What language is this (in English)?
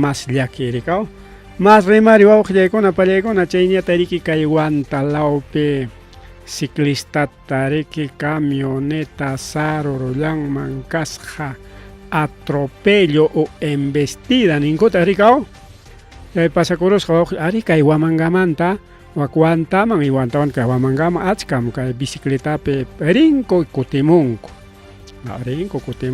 Ayacucho Quechua